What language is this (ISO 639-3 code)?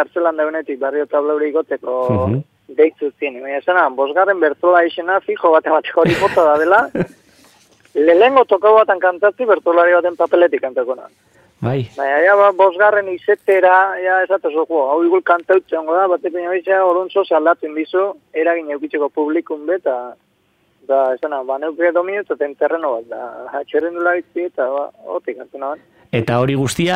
eus